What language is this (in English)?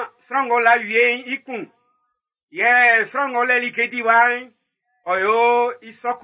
Baoulé